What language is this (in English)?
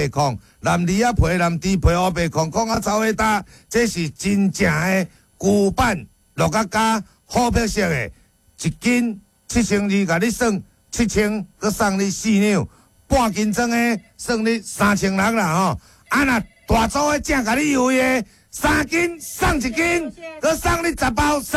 Min Nan Chinese